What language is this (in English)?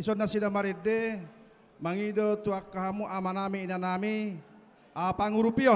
Batak Toba